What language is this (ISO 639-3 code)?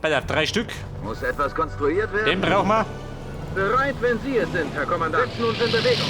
bar